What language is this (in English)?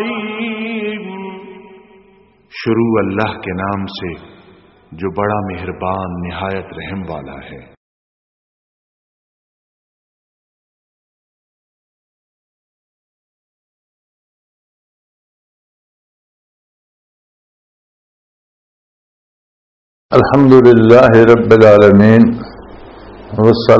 Urdu